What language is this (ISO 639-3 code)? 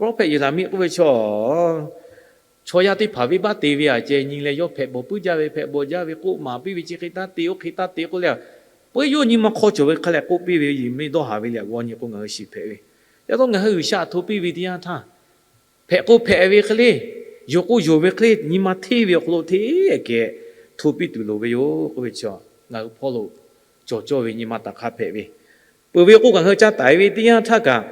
lhu